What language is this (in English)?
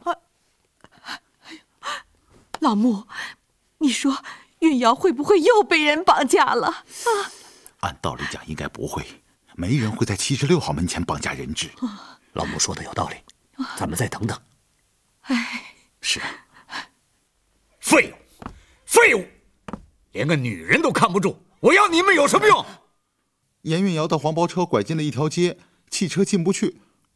Chinese